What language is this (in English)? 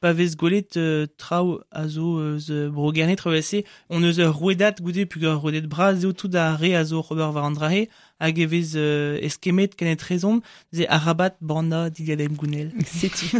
Breton